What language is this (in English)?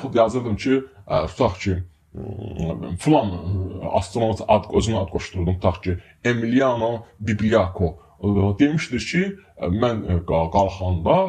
Azerbaijani